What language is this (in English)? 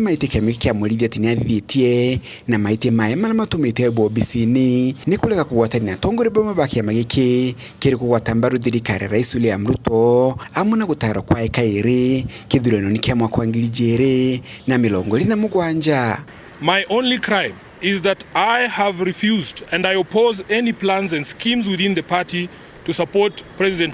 Meru